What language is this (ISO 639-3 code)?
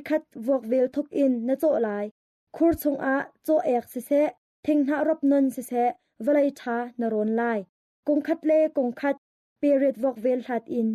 cnh